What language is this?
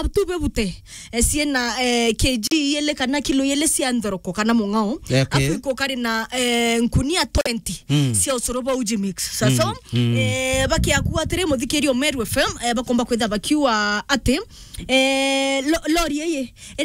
Meru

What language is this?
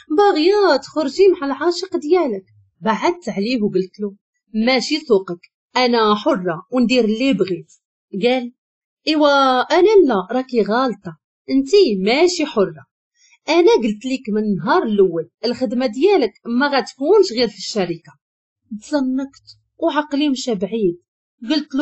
Moroccan Arabic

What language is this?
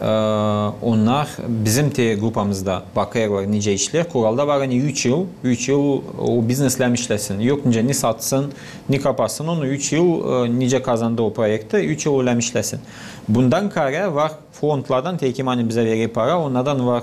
Gagauz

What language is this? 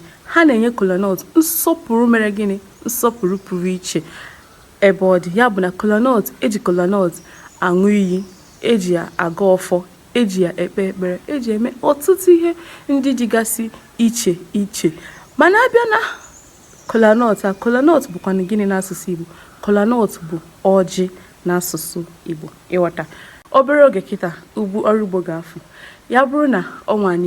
Igbo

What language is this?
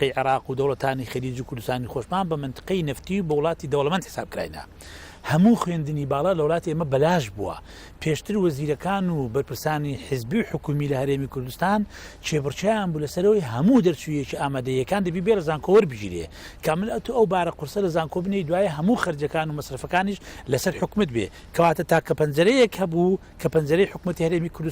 Central Kurdish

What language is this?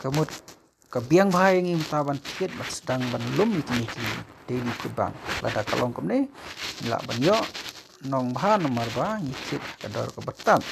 Khasi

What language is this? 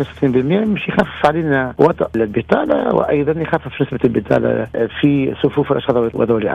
Tunisian Arabic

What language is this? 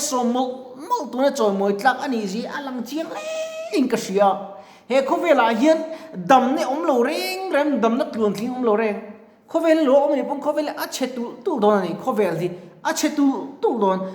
Mizo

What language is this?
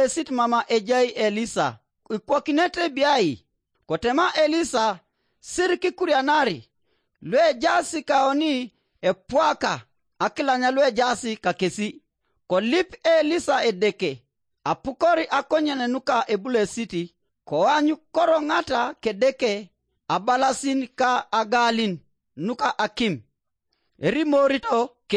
Teso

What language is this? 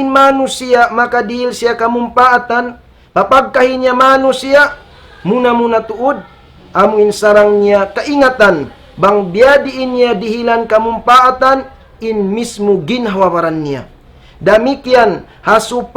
Tausug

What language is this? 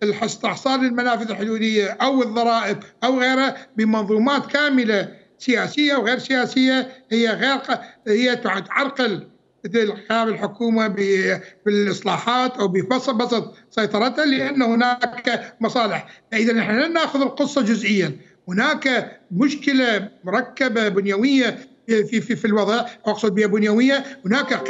Mesopotamian Arabic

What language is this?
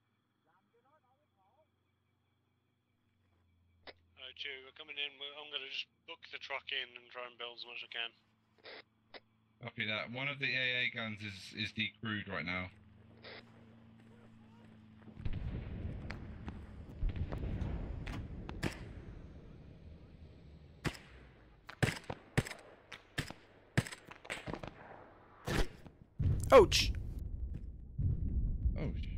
English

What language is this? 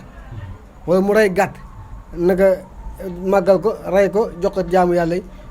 Wolof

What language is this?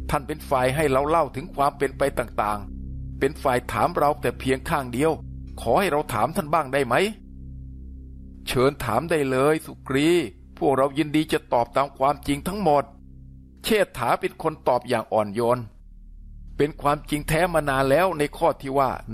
Thai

